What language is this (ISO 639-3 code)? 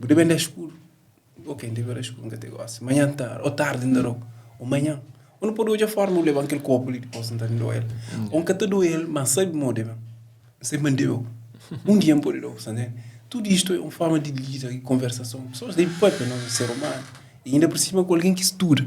kea